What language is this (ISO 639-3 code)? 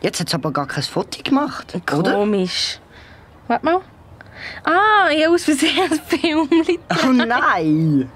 gsw